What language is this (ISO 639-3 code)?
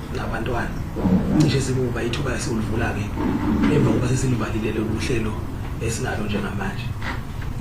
zul